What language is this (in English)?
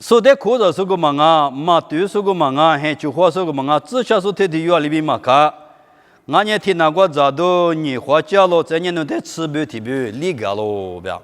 Lisu